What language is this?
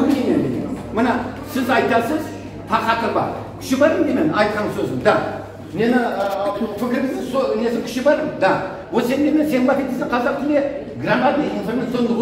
Crimean Tatar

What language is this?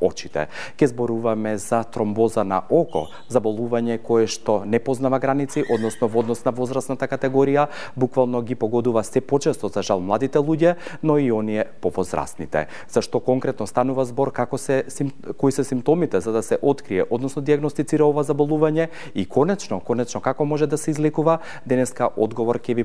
Macedonian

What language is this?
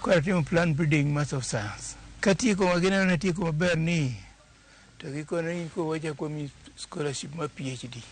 Luo (Kenya and Tanzania)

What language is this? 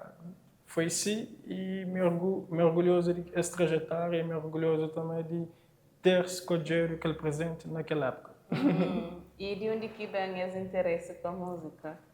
Kabuverdianu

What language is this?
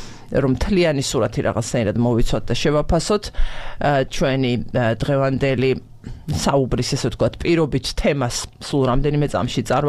Georgian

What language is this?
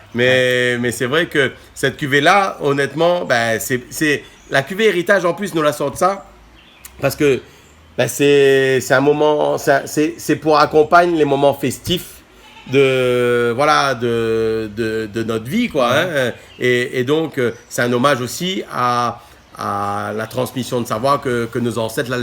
Réunion Creole French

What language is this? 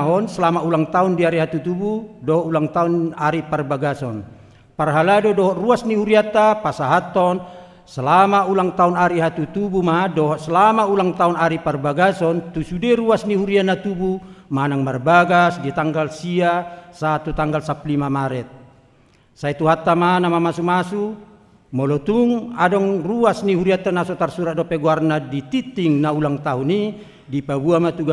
Batak Toba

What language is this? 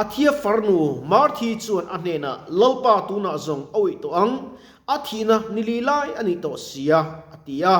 Mizo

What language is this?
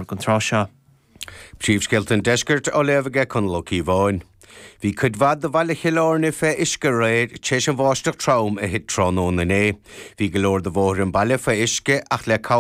Irish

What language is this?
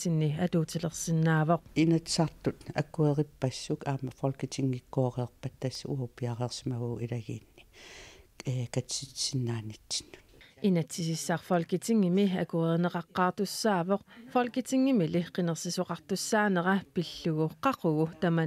Kalaallisut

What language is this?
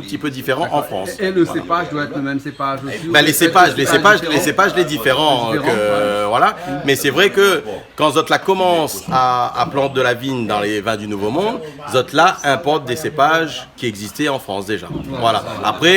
Réunion Creole French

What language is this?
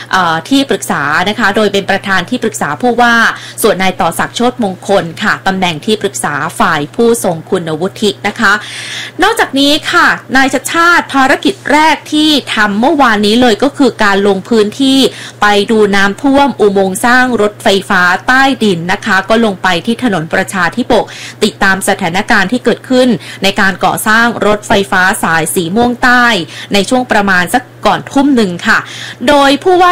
Thai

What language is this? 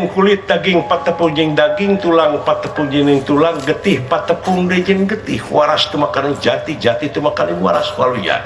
Sundanese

